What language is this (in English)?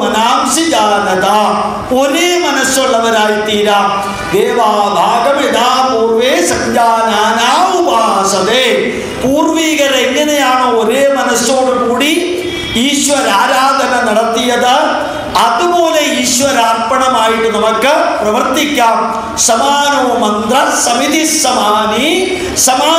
Malayalam